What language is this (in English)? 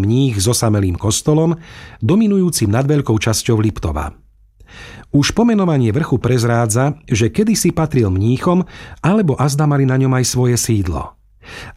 Slovak